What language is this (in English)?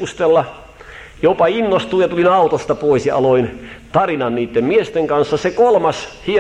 Finnish